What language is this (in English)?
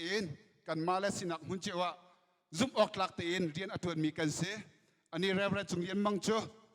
Hakha Chin